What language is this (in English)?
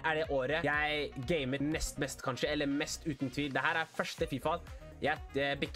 Norwegian